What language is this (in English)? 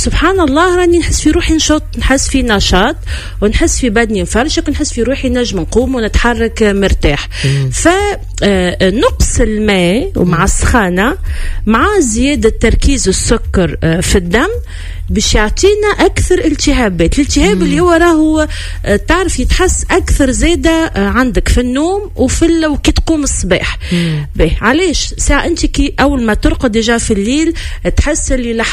Tunisian Arabic